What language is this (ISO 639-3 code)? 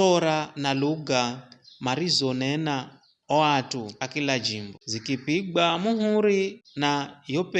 nyf